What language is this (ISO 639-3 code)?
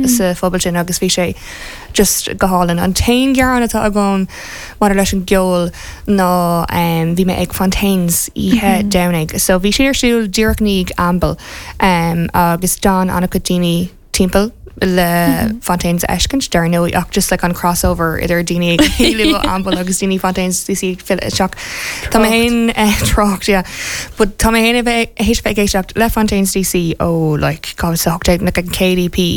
gle